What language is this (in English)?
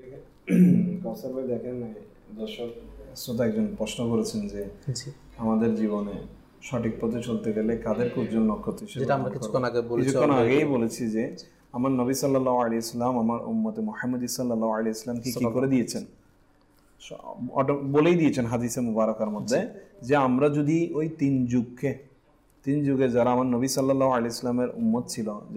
Bangla